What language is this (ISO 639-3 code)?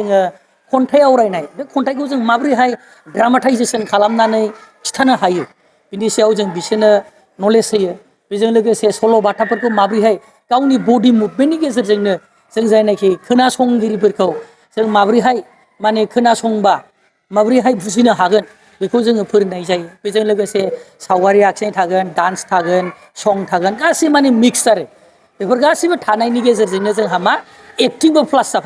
brx